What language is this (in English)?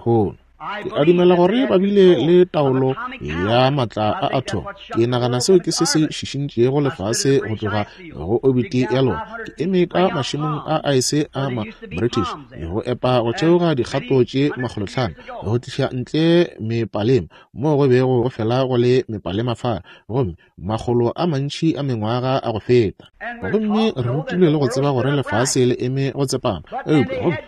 Northern Sotho